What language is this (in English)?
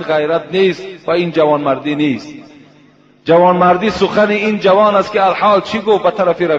Tajik